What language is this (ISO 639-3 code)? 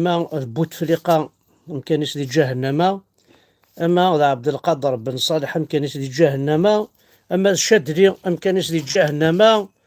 kab